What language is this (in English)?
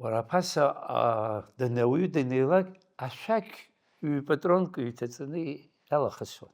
Abkhazian